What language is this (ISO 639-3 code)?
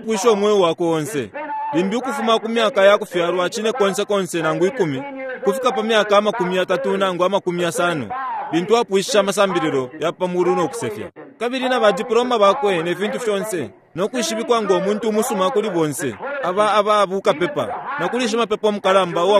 bem